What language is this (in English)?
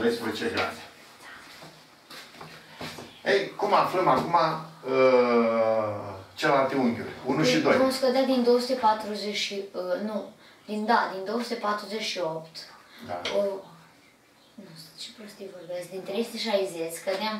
Romanian